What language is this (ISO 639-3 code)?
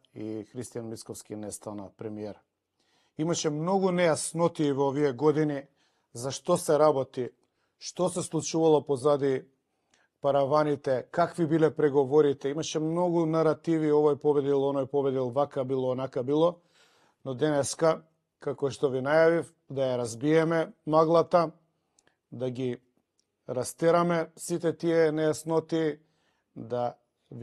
mkd